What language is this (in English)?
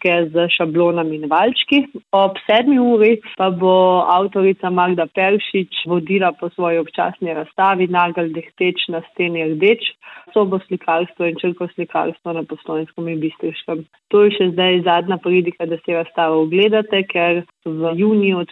Slovenian